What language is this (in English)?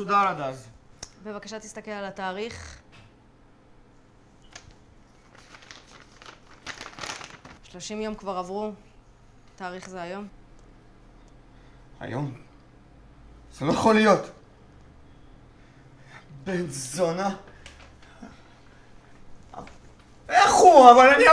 Hebrew